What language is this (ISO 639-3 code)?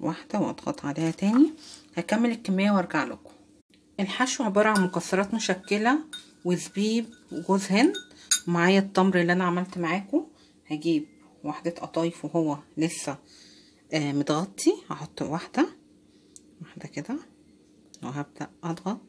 arz